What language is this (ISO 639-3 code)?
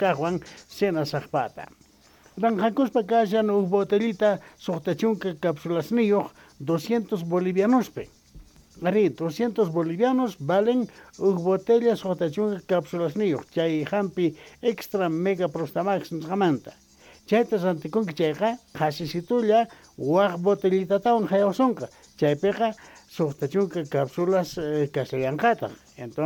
quh